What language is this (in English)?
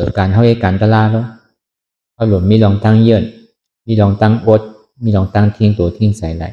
Shan